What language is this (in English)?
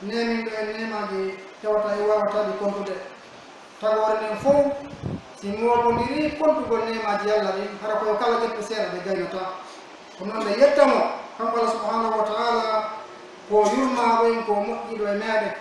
Pular